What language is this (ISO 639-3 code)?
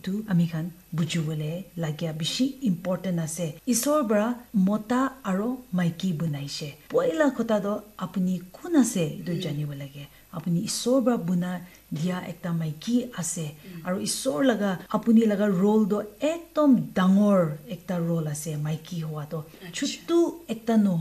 nag